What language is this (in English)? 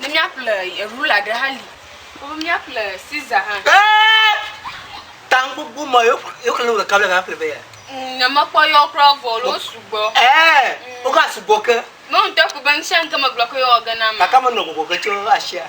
Ewe